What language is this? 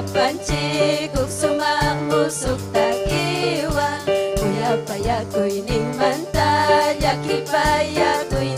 Ayacucho Quechua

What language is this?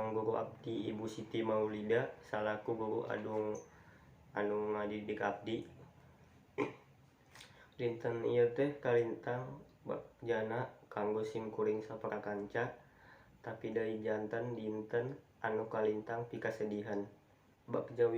Sundanese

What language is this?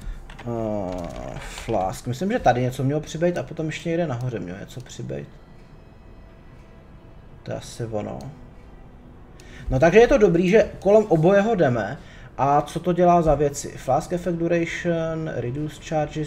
Czech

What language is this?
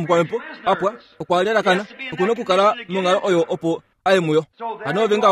Kuanyama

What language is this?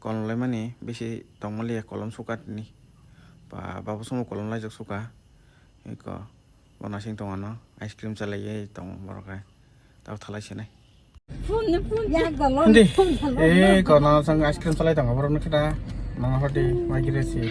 Kok Borok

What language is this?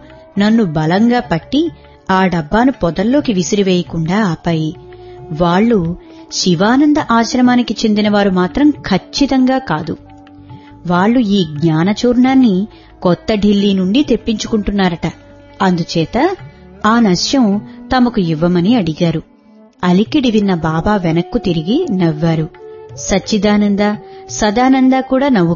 Telugu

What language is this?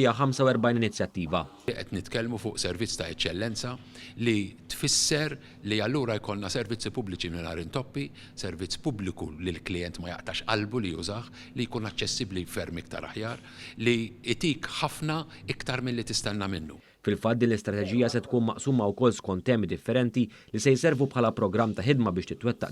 Maltese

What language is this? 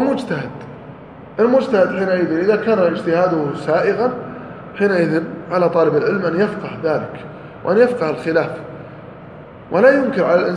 Arabic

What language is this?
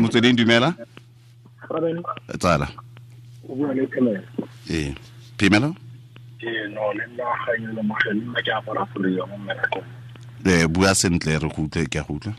Tswana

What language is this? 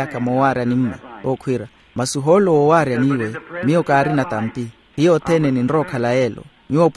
Makhuwa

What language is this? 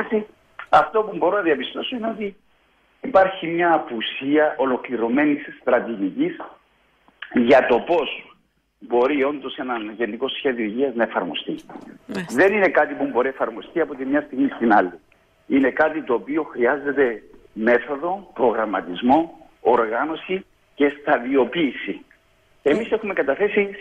Greek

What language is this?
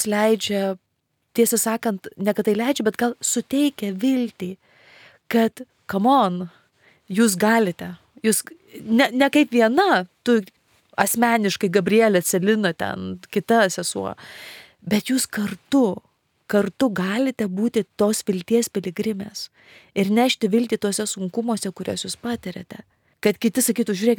Lithuanian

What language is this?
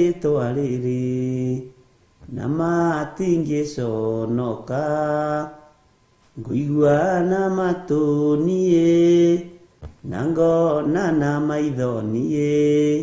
Kikuyu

